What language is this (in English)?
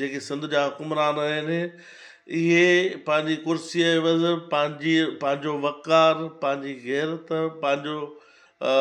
Sindhi